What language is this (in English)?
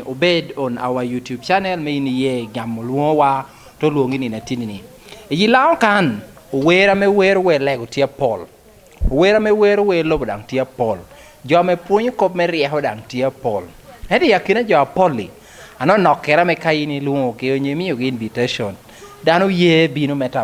Lango (Uganda)